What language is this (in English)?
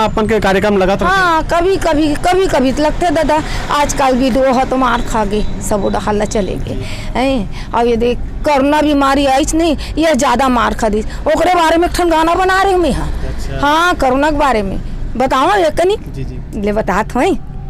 Chhattisgarhi